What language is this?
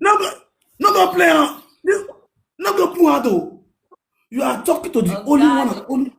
Nigerian Pidgin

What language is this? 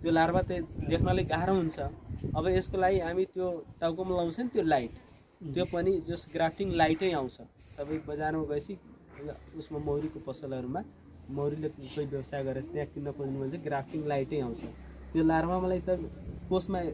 Nepali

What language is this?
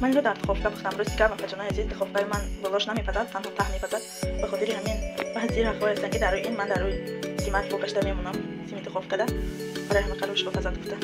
Tajik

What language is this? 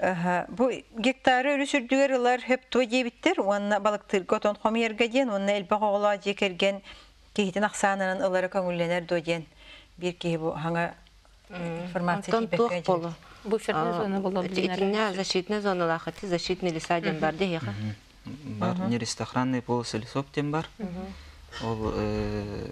Yakut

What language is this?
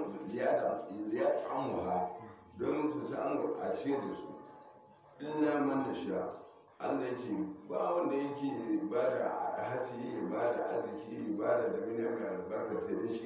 Hausa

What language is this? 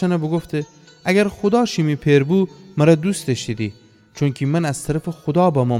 Gilaki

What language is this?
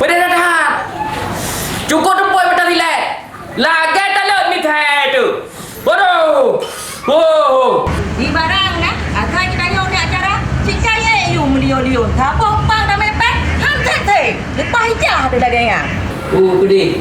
Achinese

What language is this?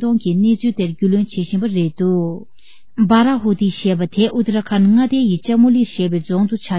Tibetan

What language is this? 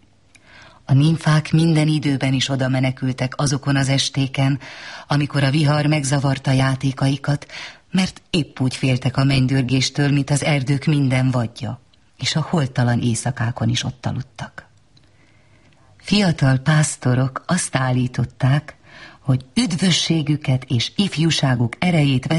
Hungarian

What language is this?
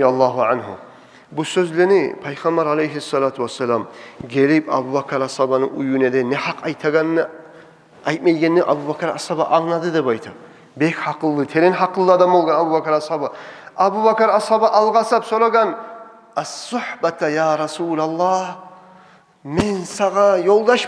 Kumyk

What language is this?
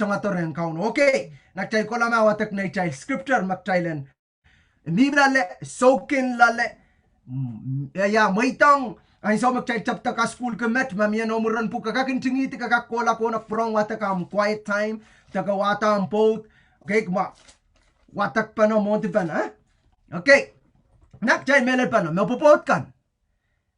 Pohnpeian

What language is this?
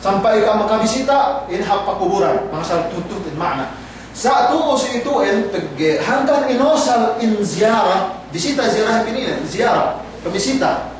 Yakan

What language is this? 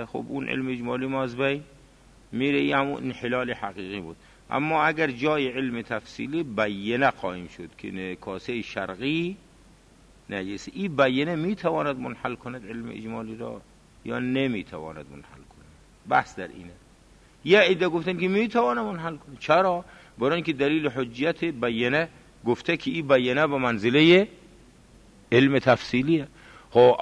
Persian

